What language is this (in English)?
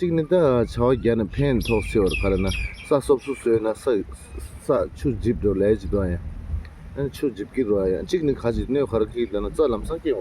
Tibetan